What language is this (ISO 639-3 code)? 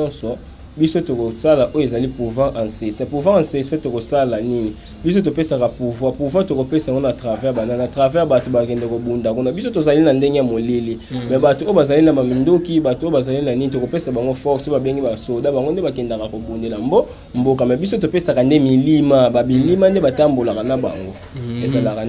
lin